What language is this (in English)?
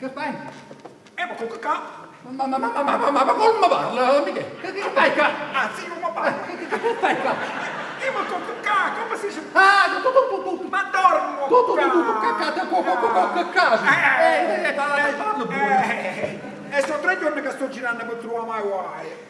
Neapolitan